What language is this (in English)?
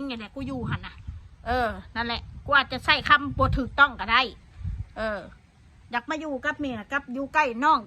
Northeastern Thai